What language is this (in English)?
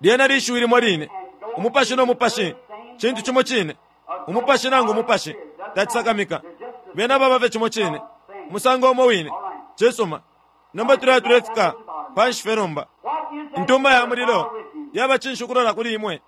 Bemba